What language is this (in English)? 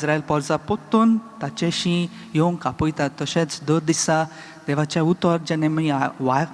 Konkani